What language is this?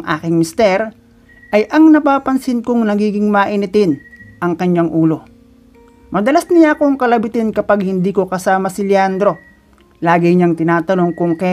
Filipino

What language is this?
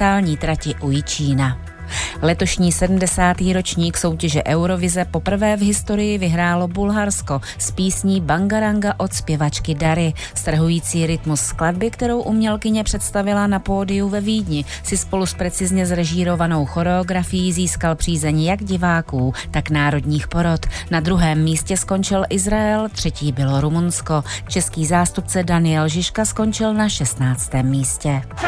Czech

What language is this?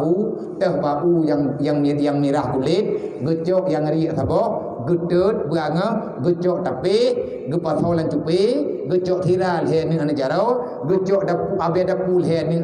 Achinese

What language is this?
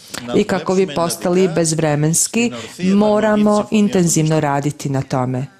Serbian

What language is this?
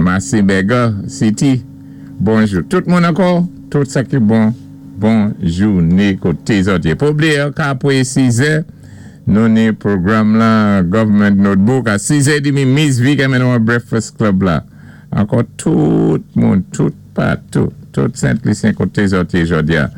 Saint Lucian Creole French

